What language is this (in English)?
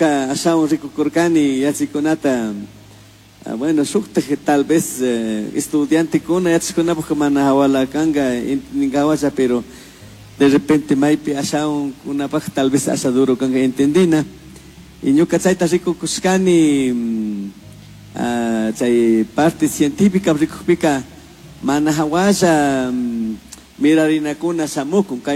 Chimborazo Highland Quichua